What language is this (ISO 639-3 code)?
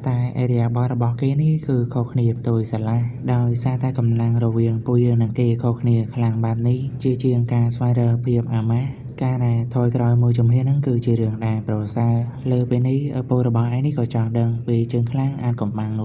khm